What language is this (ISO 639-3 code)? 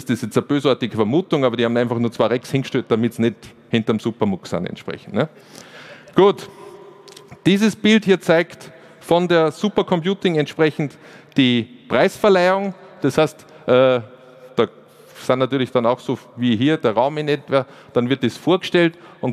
deu